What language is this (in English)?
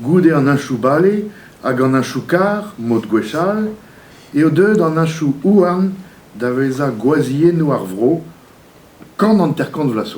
Breton